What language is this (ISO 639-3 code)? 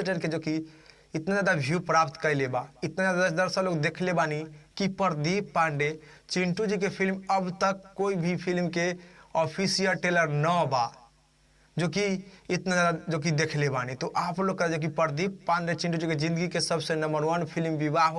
bho